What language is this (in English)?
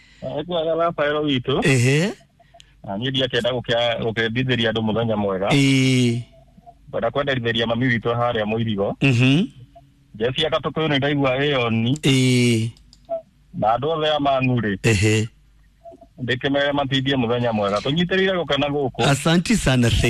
Kikuyu